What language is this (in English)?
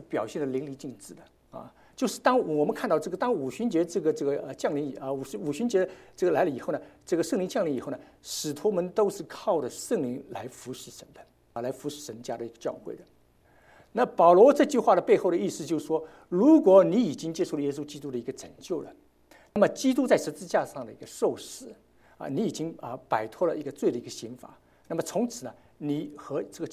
Chinese